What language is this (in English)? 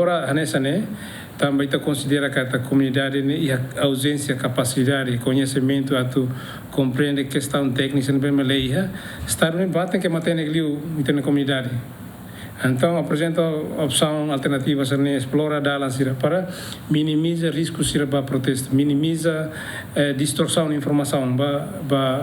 Tetum